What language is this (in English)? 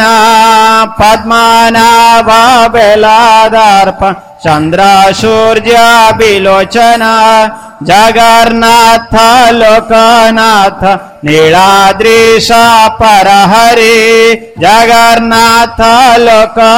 Hindi